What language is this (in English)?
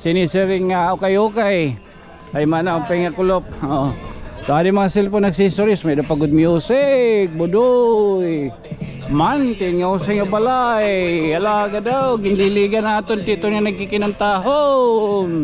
Waray